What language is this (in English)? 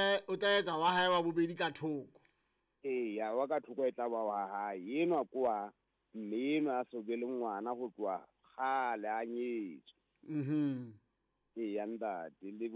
Southern Sotho